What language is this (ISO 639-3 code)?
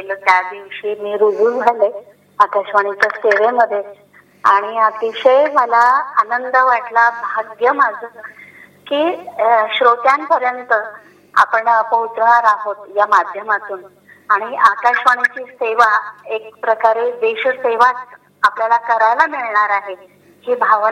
mar